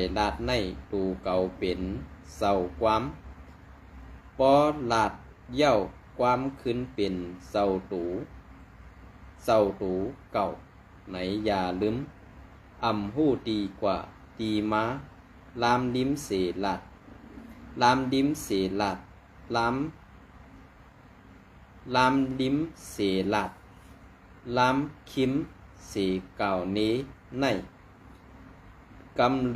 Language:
Shan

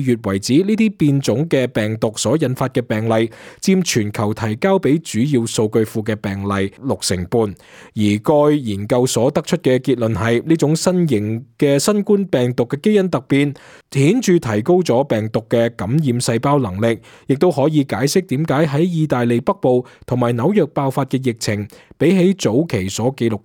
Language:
Cantonese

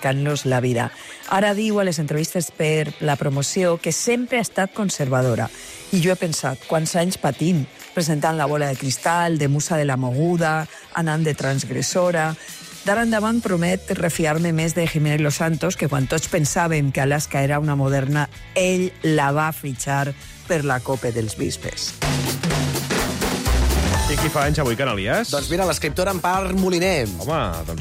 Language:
Catalan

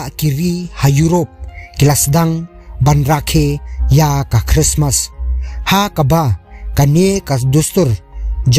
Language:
Khasi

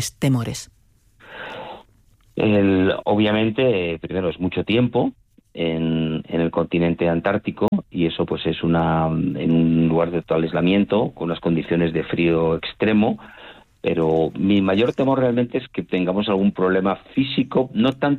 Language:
Spanish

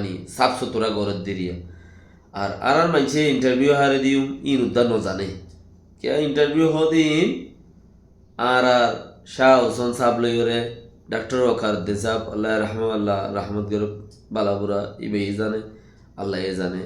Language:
Rohingya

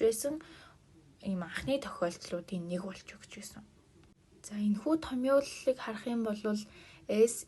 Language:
Mongolian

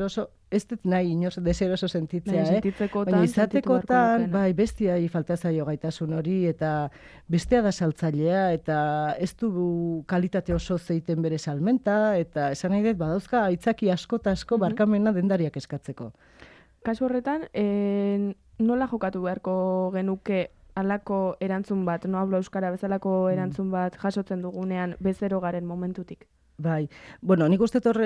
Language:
Basque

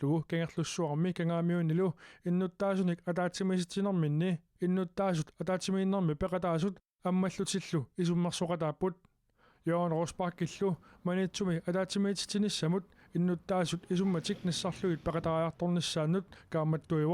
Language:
Kalaallisut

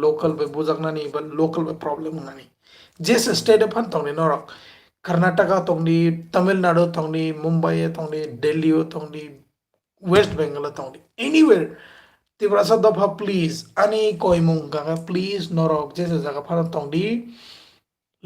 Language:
Kok Borok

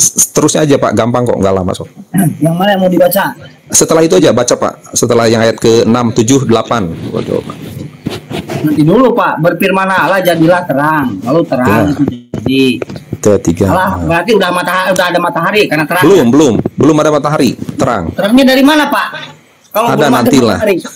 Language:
Indonesian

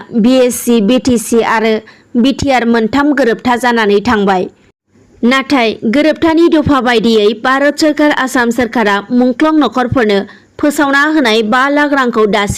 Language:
Bodo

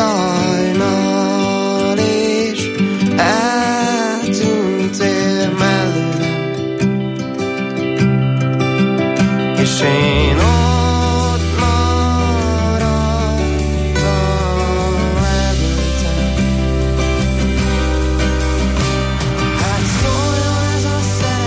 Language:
Hungarian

